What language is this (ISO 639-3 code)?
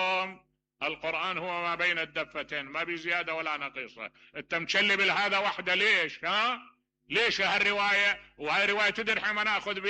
acm